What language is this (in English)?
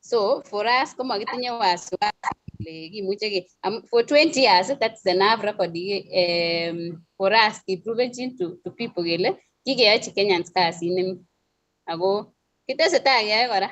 Kalenjin